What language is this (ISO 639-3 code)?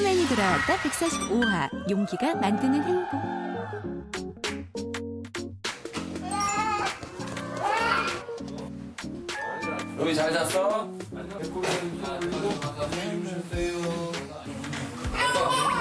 kor